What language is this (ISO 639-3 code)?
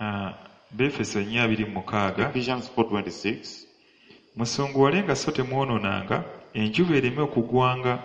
lug